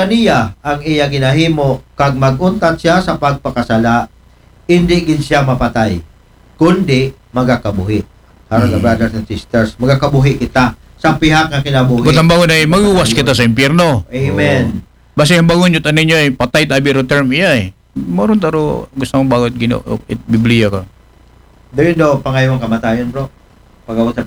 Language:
Aklanon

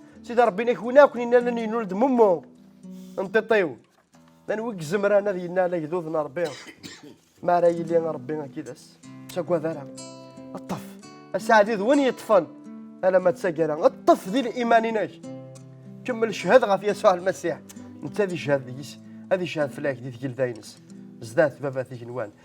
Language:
Kabyle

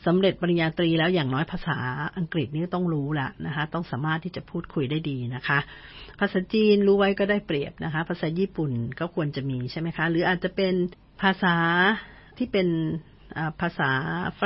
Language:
Thai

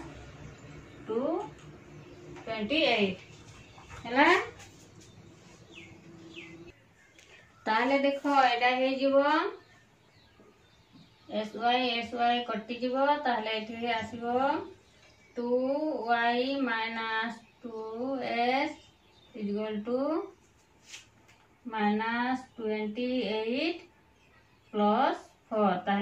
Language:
Odia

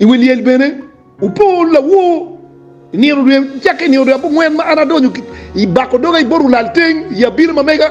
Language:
Acoli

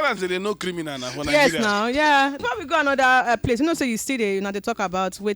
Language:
Nigerian Pidgin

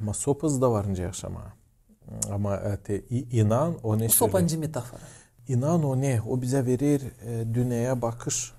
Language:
Gagauz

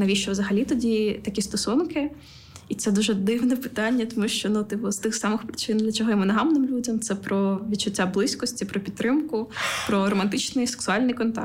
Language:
Ukrainian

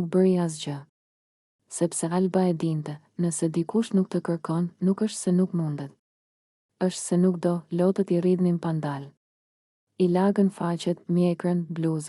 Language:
Albanian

